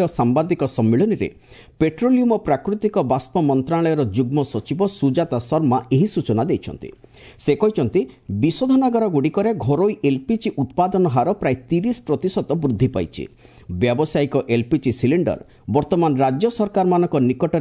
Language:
Odia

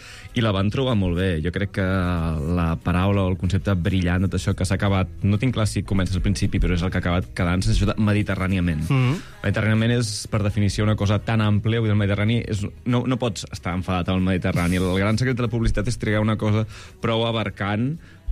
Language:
Catalan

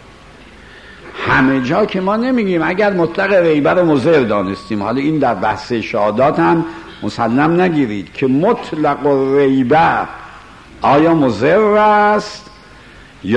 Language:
Persian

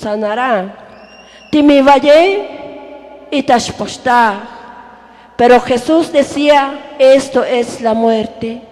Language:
Tzotzil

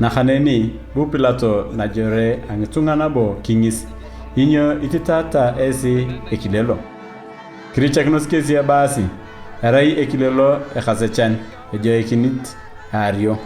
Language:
Turkana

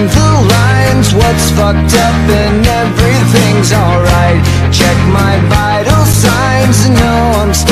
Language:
English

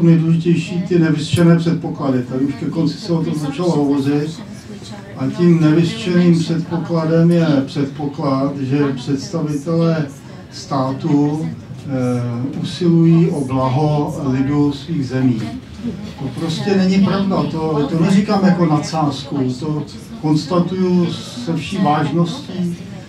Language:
Czech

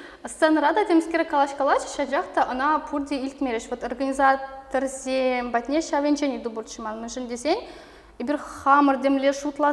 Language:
Chuvash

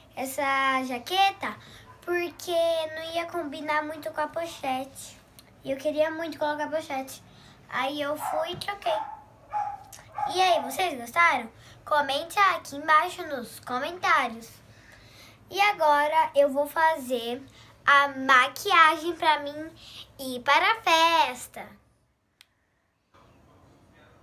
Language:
Portuguese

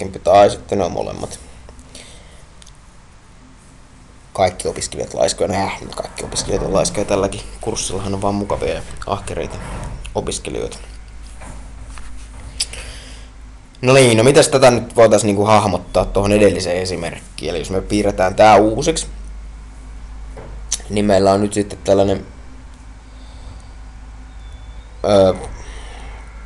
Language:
Finnish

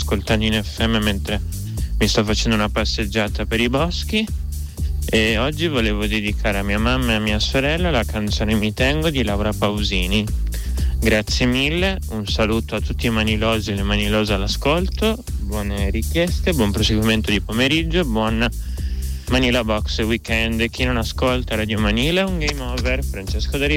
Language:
Italian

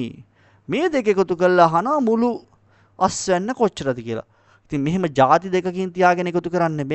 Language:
Sinhala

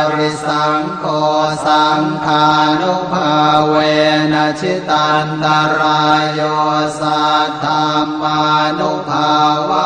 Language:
Pali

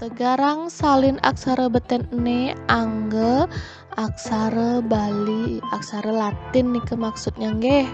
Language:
Balinese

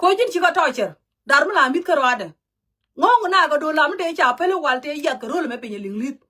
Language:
Nuer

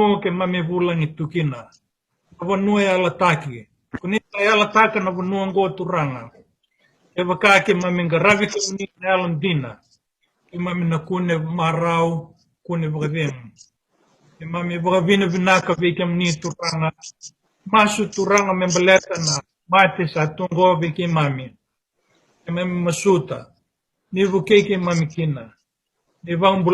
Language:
Fijian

